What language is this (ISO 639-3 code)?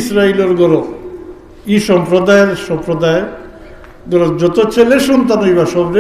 syl